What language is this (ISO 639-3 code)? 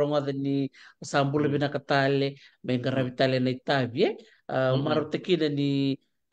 fij